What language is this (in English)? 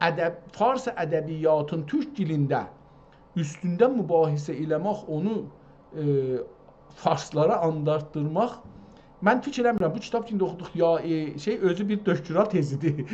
South Azerbaijani